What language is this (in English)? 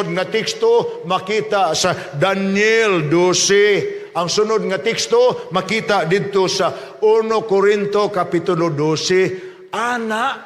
Cebuano